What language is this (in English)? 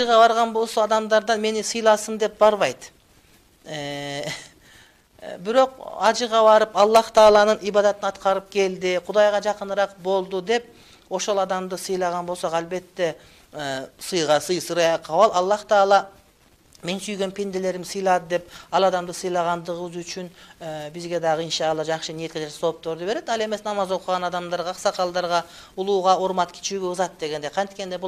Kyrgyz